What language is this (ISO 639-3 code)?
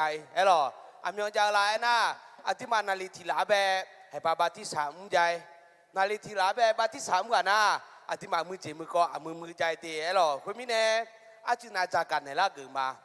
ahk